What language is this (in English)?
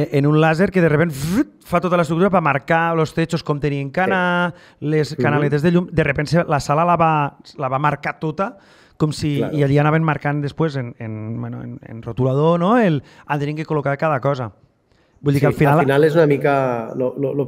Catalan